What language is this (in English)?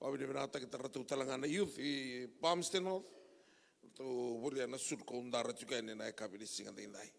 Fijian